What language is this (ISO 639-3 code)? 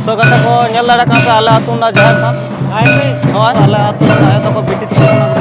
sat